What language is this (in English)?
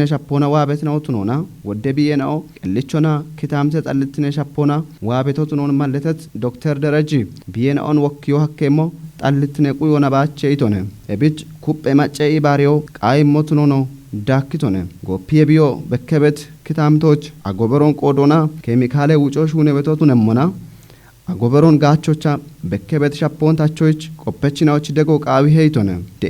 Kafa